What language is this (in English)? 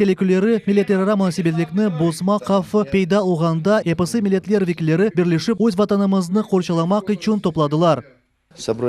Crimean Tatar